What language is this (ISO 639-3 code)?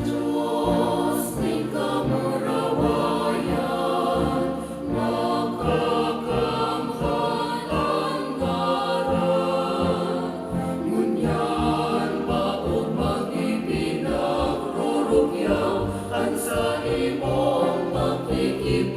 bik